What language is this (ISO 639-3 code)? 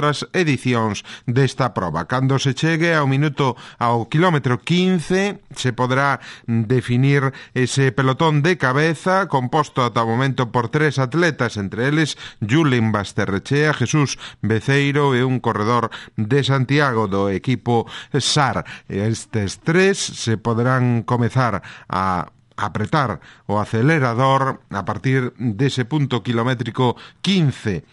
glg